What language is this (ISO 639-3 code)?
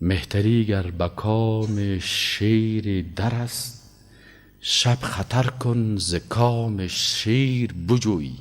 fas